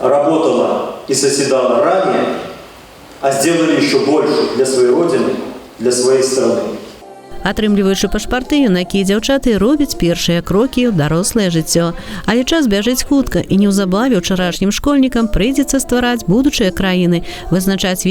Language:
Belarusian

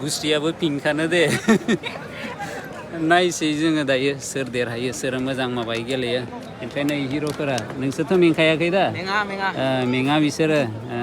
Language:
Bodo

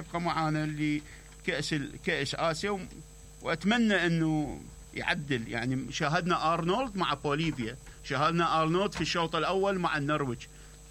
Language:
Mesopotamian Arabic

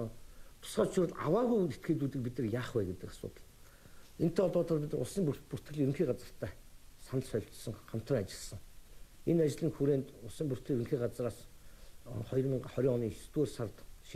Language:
Mongolian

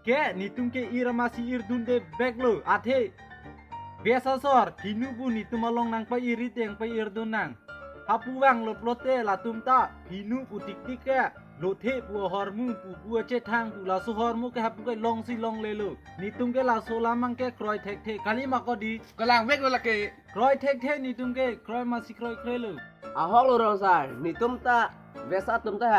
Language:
Karbi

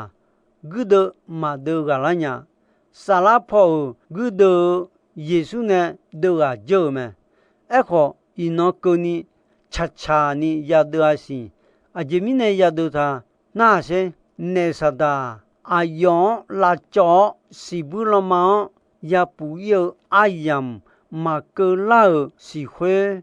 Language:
Akha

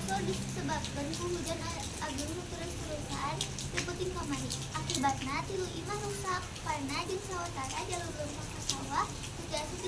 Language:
Sundanese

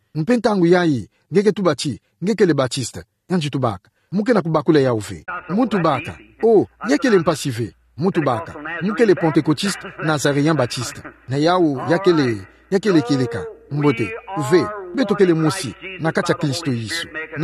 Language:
Kituba (Democratic Republic of Congo)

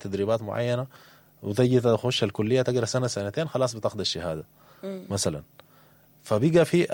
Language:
Sudanese Arabic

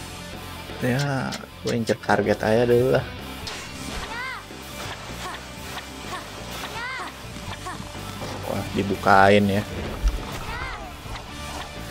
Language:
Indonesian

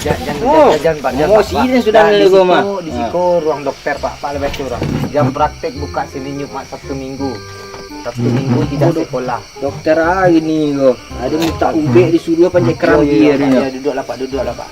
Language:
Minangkabau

